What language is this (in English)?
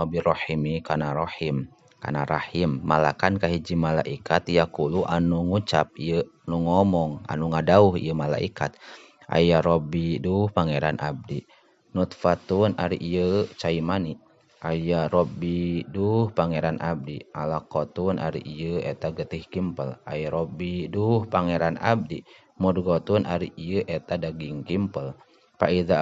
Sundanese